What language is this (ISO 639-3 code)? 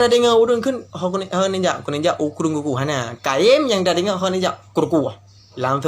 ace